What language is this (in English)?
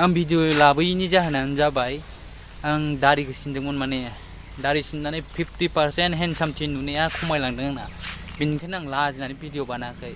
Bodo